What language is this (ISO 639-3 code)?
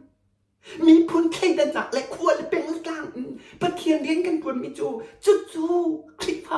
cnh